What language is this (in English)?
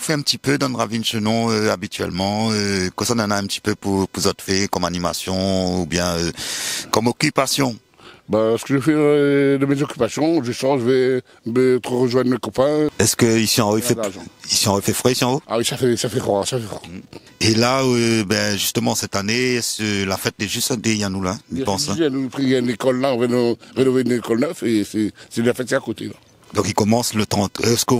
Réunion Creole French